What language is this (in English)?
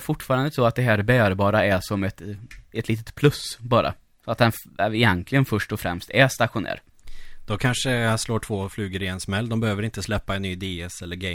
Swedish